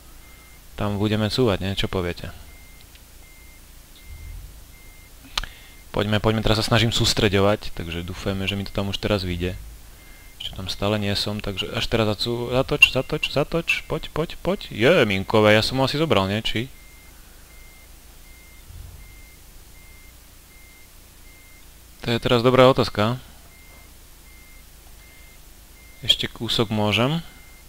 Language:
Slovak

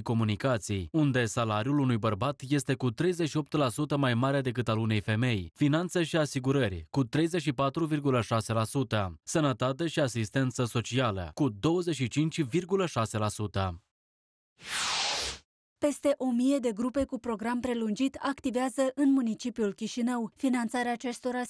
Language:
Romanian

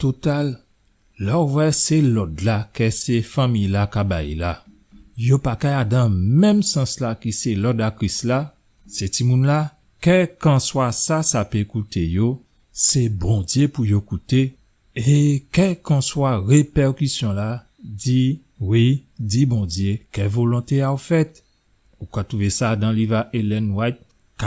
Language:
Guadeloupean Creole French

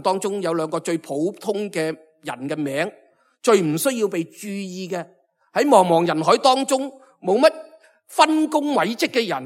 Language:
Cantonese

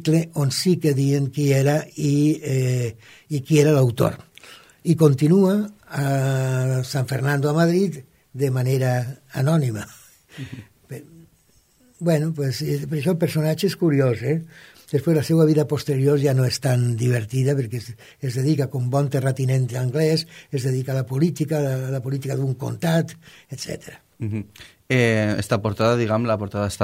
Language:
Catalan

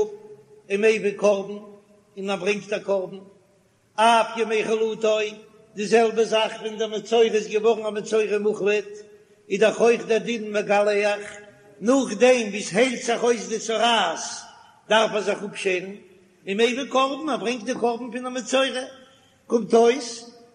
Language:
Yiddish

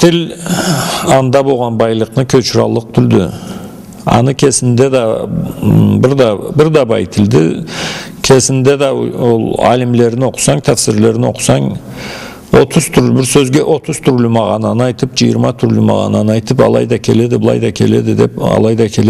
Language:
Karachay-Balkar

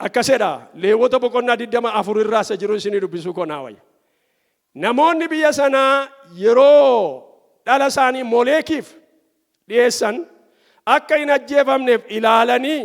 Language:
Oromo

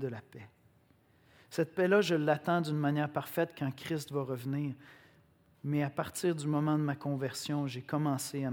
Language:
French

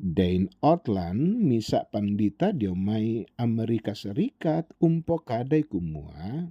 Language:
Toraja-Sa'dan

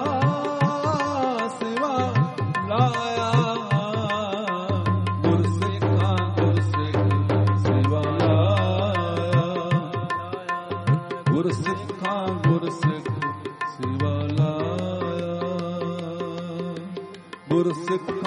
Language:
Punjabi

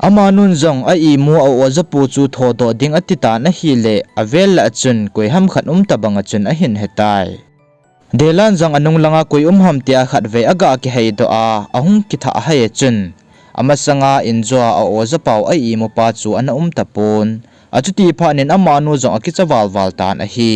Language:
Thado Chin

